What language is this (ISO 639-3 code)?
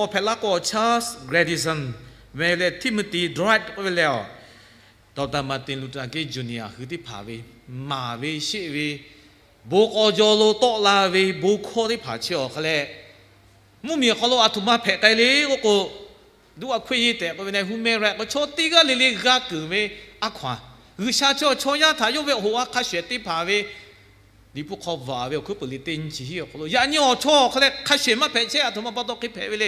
lhu